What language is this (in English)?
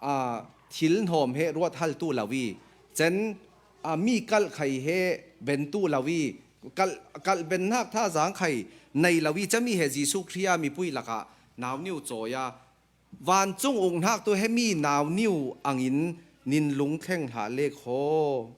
Falam Chin